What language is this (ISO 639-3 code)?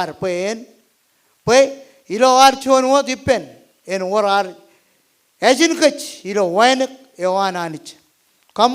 mah